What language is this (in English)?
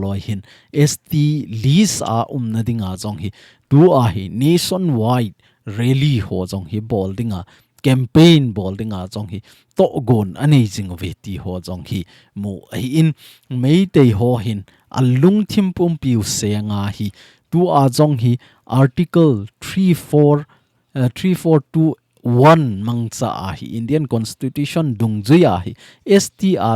Thado Chin